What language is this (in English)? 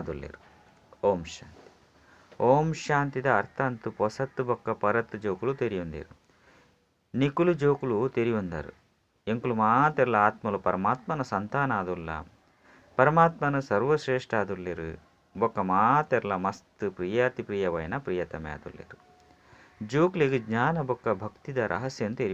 Tulu